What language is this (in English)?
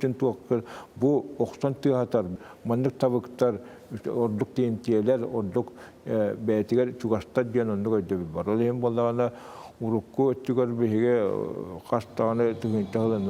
Yakut